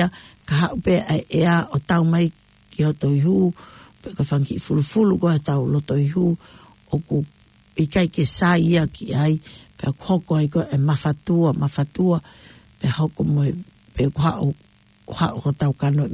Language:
Tongan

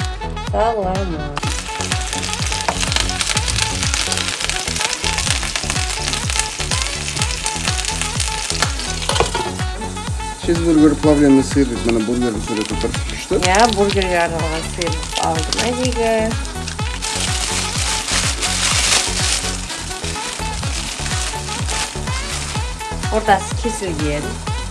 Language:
Kazakh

